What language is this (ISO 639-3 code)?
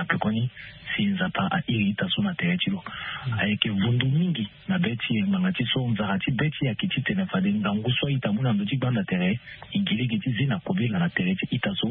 sag